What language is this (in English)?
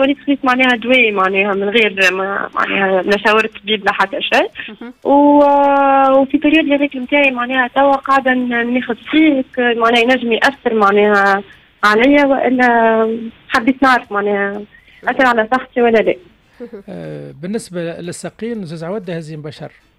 Tunisian Arabic